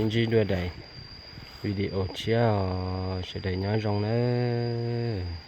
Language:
Hmong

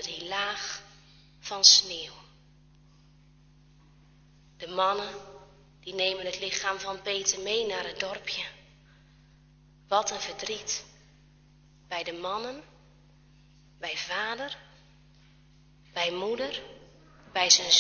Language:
Dutch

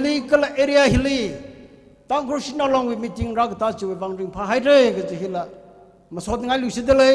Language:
Tangkhul Naga (India)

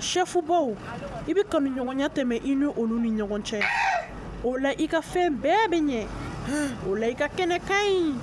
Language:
Bambara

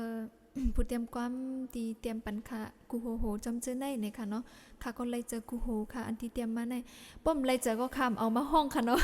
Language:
Shan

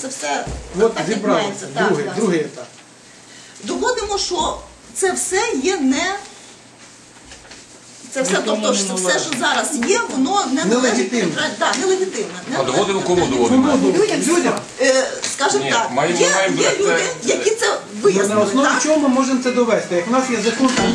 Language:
Ukrainian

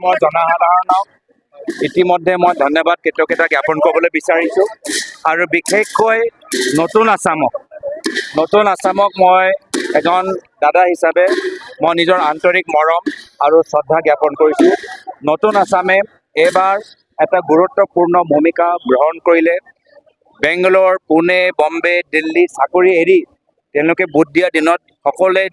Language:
Assamese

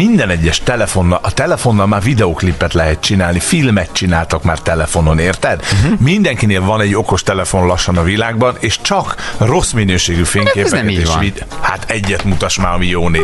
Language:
Hungarian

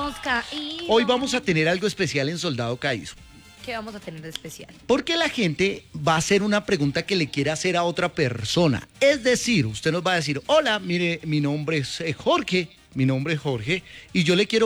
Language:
Spanish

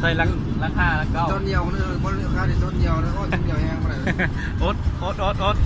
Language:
Lao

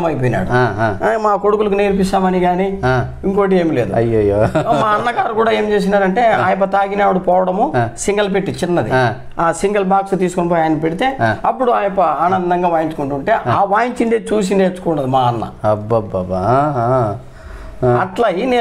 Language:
Telugu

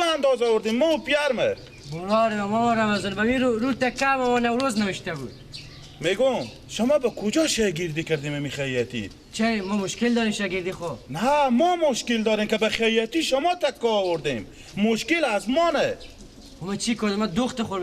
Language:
Persian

